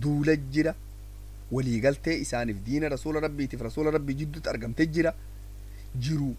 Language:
Oromo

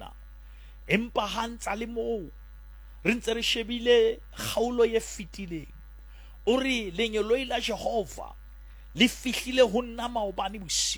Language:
Southern Sotho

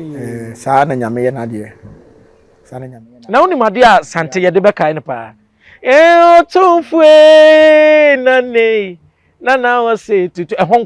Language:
Akan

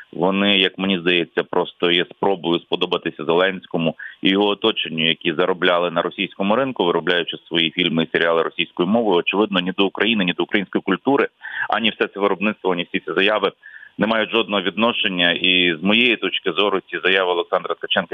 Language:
Ukrainian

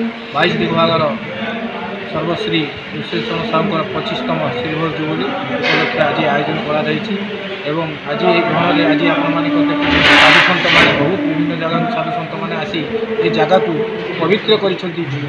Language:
Odia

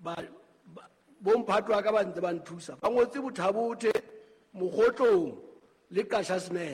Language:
Southern Sotho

